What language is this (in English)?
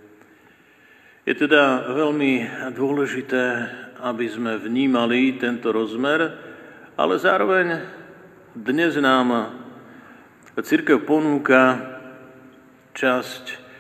Slovak